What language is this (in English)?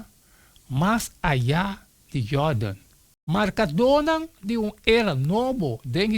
Papiamento